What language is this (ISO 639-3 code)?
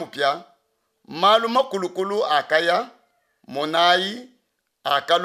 lua